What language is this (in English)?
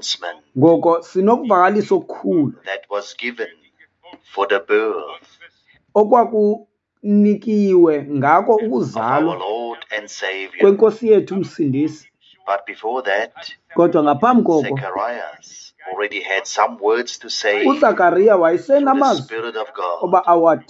Xhosa